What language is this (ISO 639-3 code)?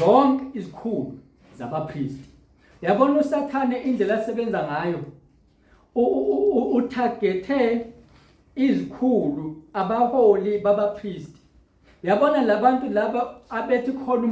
zul